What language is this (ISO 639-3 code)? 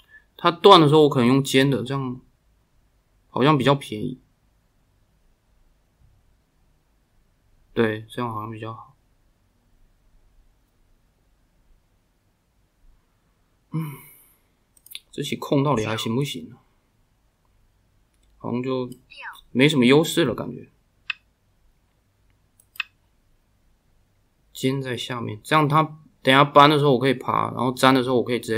zho